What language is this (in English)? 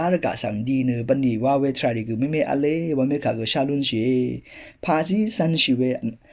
Rawang